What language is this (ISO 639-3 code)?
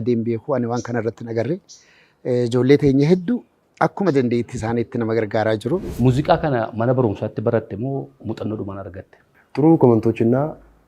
orm